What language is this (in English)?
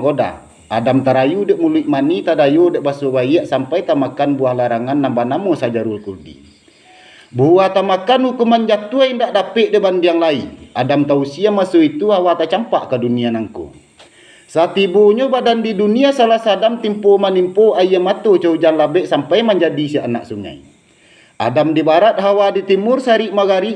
Minangkabau